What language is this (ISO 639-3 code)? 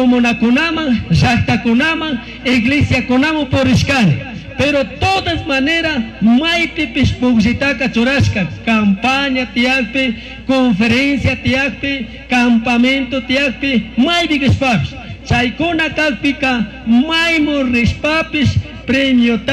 qug